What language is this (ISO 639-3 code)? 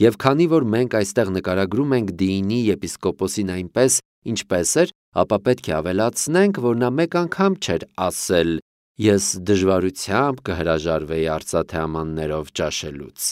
hye